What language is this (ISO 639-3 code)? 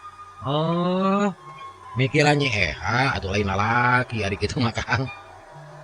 sun